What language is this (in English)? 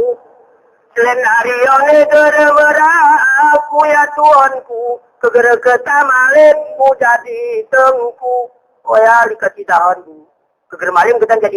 Gayo